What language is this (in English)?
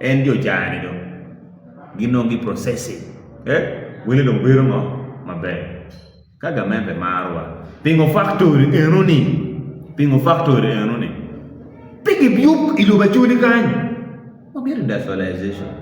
Acoli